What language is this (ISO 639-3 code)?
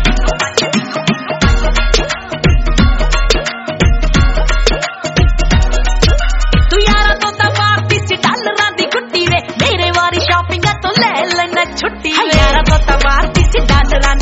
pan